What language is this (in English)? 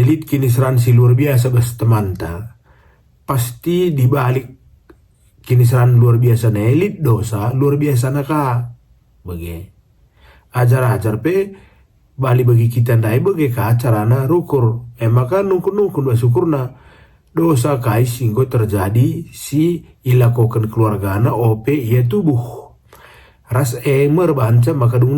Batak Karo